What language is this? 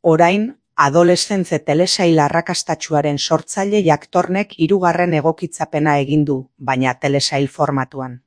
Basque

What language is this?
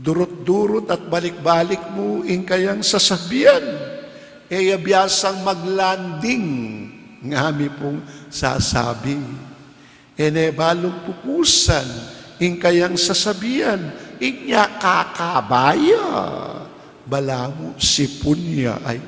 Pampanga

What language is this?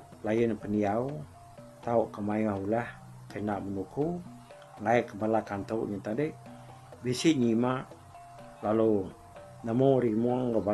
Iban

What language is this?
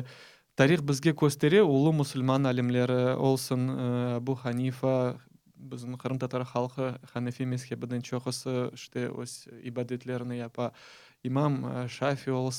Crimean Tatar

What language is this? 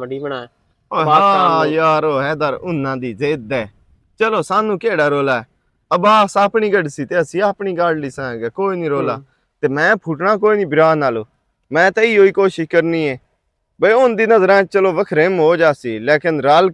Western Panjabi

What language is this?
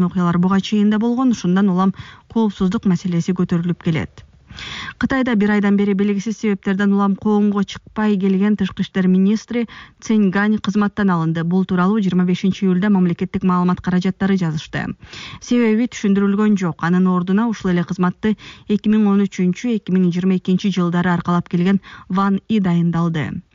Kyrgyz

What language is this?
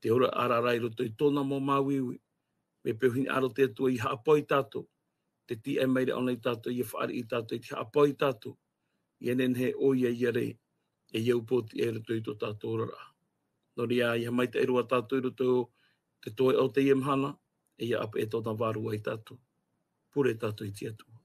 Tahitian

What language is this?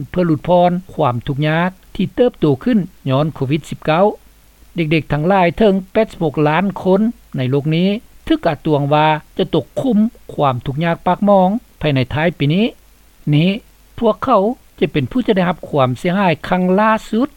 Lao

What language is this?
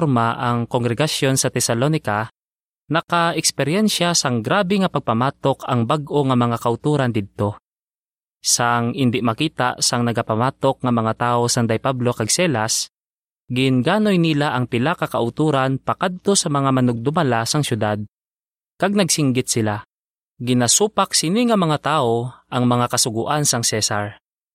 Hiligaynon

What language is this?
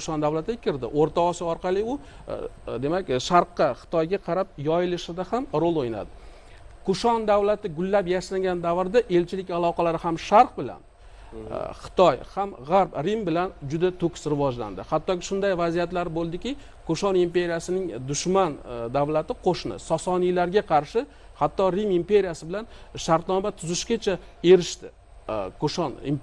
Uzbek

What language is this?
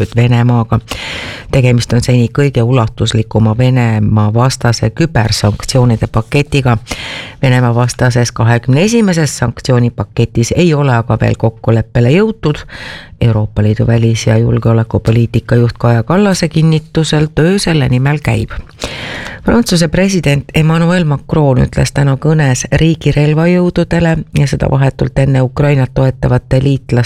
Estonian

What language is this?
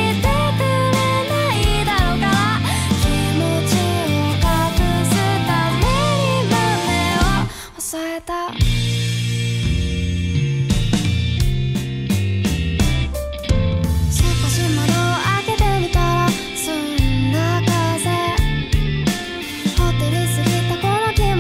Japanese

